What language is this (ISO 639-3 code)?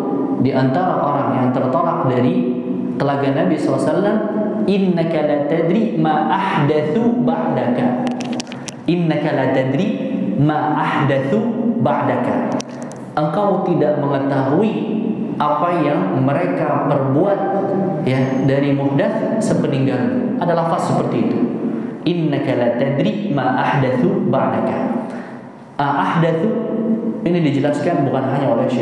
ind